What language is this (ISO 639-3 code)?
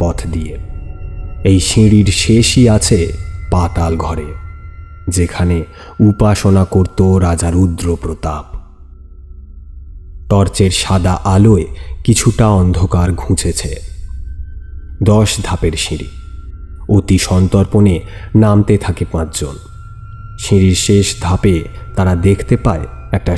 ben